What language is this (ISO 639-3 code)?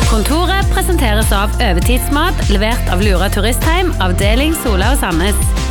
nor